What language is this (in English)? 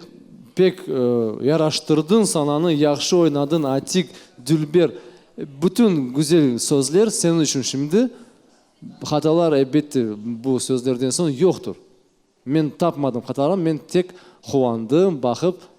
Crimean Tatar